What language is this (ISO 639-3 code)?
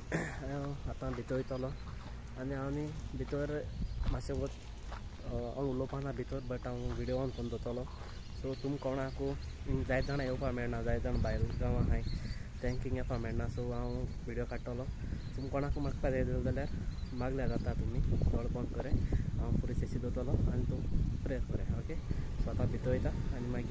kok